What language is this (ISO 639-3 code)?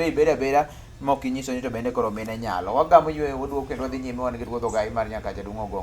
luo